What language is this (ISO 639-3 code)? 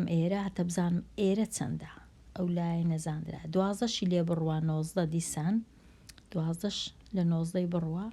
ckb